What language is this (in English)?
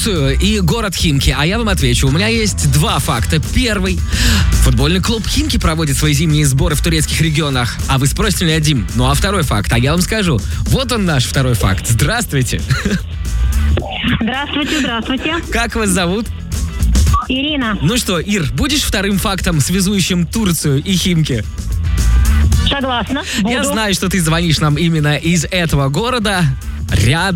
Russian